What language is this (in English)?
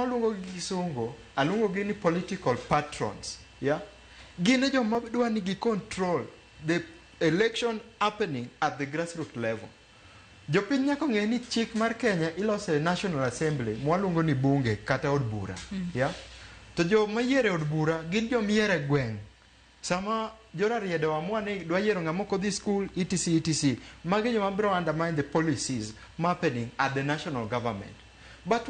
Luo (Kenya and Tanzania)